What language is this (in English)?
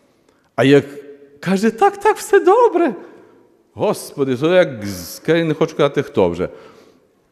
Ukrainian